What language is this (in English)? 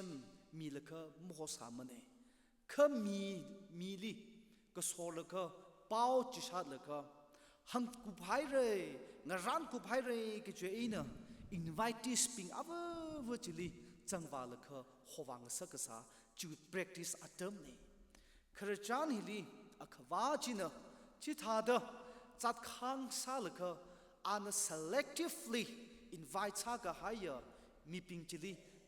Tangkhul Naga (India)